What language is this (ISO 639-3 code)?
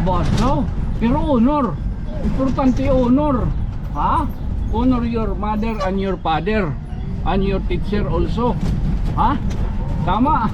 war